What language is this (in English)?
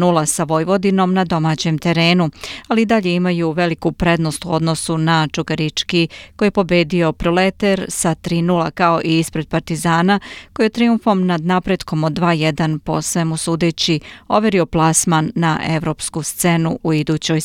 Serbian